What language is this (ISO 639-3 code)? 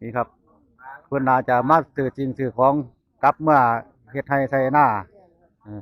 tts